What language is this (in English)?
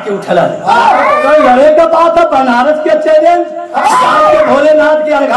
Bhojpuri